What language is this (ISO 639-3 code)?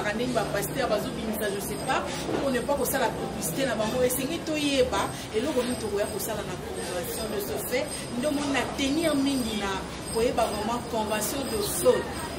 lin